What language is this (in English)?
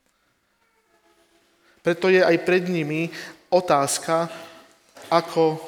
Slovak